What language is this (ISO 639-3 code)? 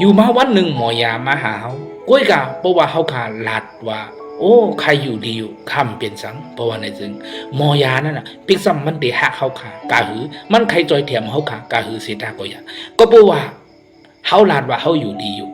shn